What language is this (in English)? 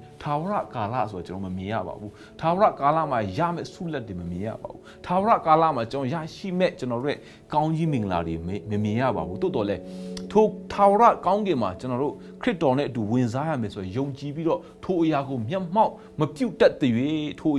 Burmese